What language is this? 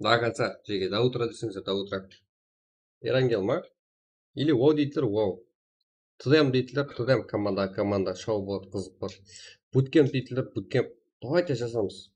Kara-Kalpak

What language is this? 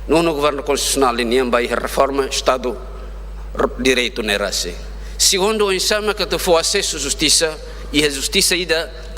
Tetum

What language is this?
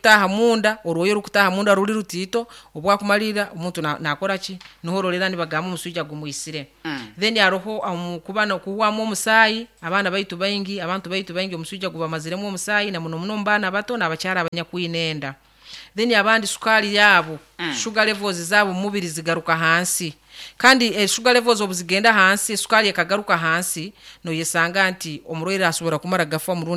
Nyankole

